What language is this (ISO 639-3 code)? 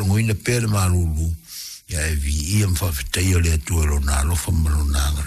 smo